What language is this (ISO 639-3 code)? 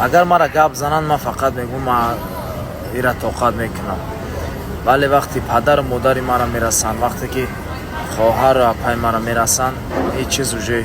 tgk